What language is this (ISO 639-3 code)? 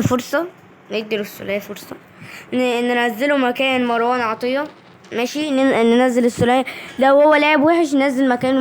arz